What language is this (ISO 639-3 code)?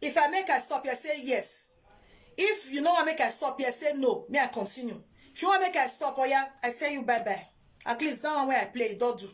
pcm